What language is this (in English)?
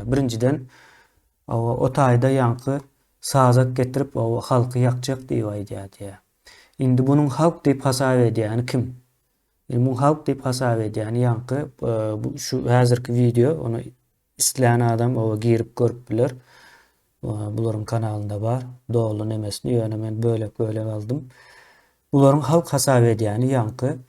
Turkmen